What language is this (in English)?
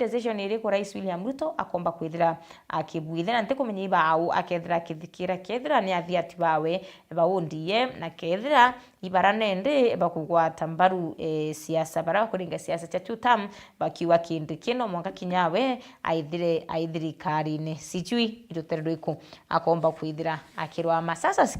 Meru